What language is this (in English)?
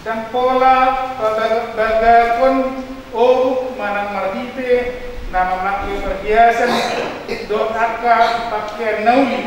Batak Toba